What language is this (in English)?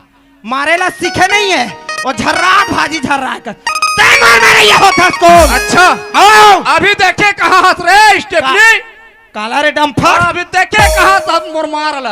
Chhattisgarhi